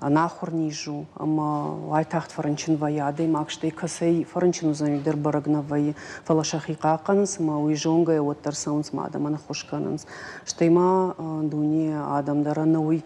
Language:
Ossetic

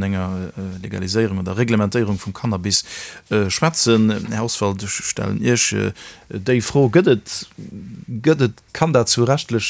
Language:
Luxembourgish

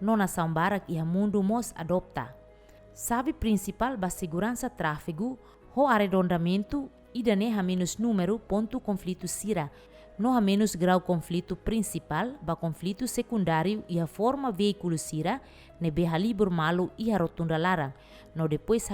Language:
Tetum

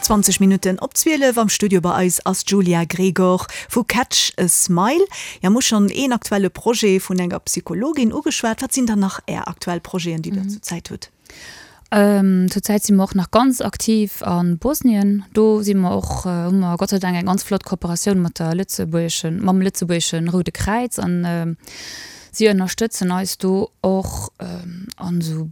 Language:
Luxembourgish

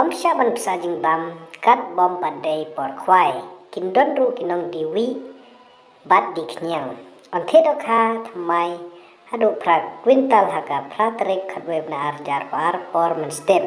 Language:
Khasi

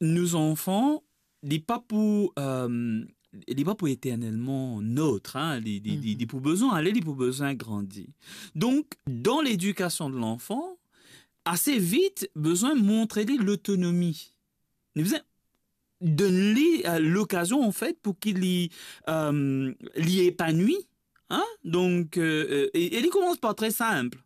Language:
Morisyen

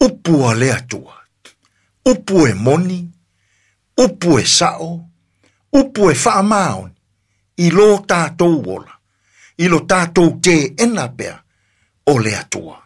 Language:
Samoan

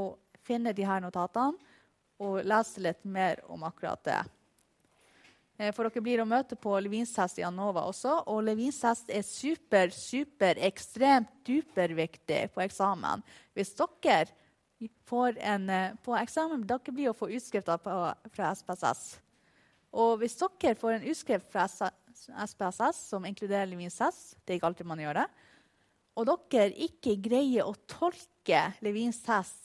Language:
Norwegian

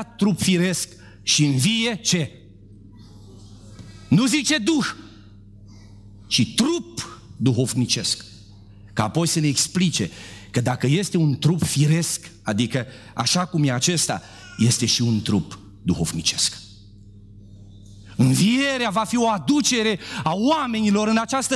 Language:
Romanian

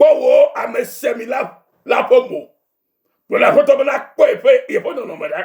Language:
Ewe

